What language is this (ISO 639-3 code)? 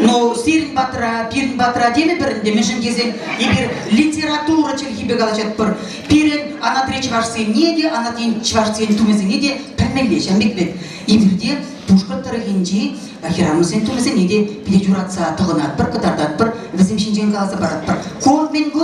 chv